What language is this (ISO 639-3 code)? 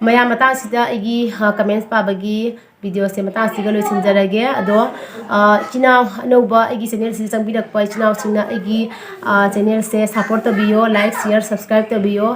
mni